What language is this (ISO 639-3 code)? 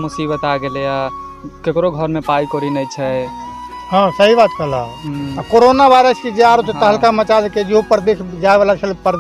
mai